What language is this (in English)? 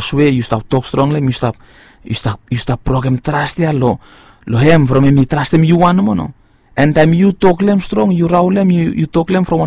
Bislama